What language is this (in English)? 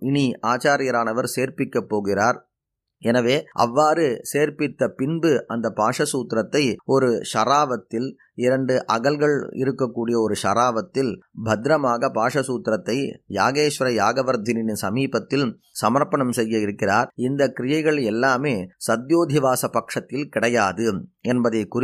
Tamil